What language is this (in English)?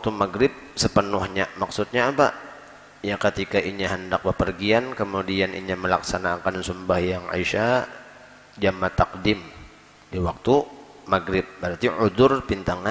Banjar